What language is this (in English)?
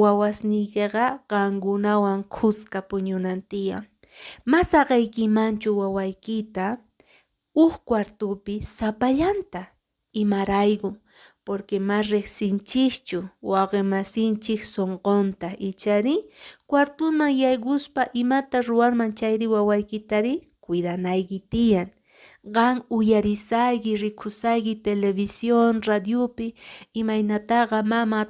Quechua